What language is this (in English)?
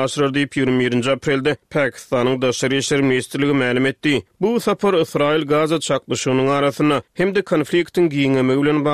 Turkmen